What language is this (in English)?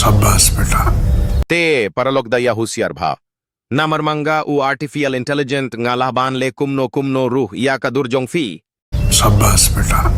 Khasi